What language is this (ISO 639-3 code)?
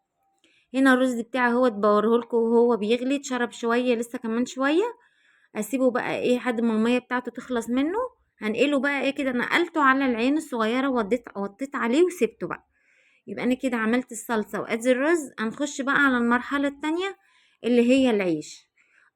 arz